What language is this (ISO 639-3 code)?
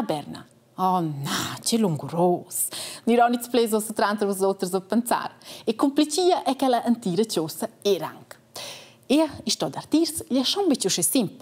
roh